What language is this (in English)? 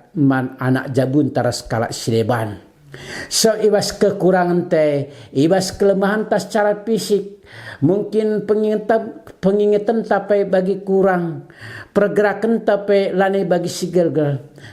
Batak Karo